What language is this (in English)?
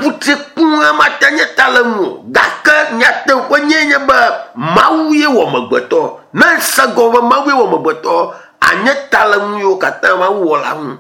Ewe